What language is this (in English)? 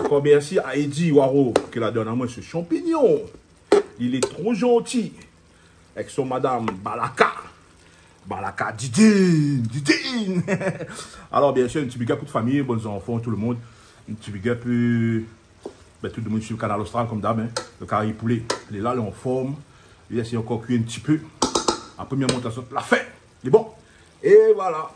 Réunion Creole French